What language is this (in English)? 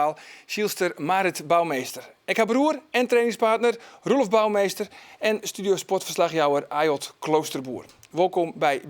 Western Frisian